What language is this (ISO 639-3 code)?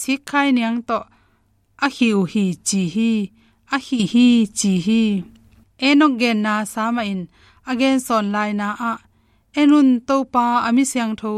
ctd